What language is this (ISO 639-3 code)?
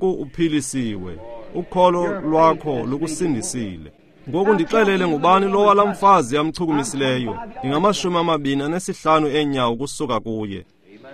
xho